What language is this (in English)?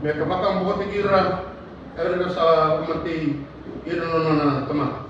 Fijian